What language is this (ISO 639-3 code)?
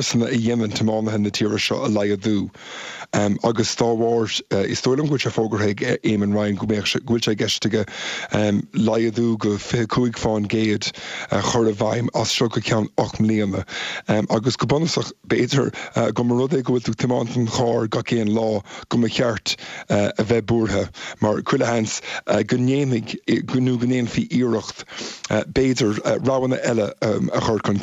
gle